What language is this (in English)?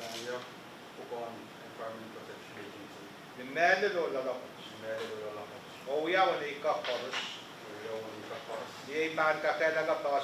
Pohnpeian